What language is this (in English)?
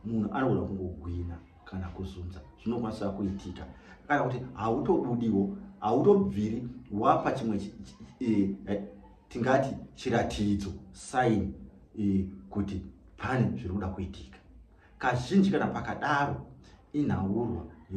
Shona